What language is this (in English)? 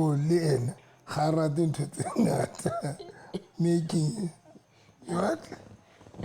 Southern Sotho